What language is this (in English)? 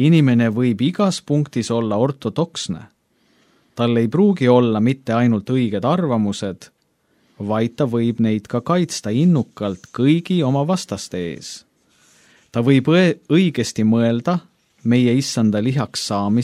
Estonian